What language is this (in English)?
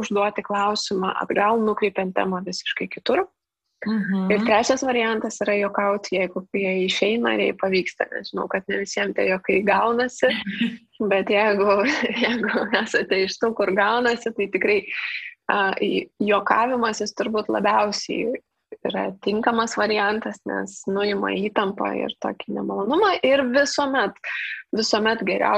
Lithuanian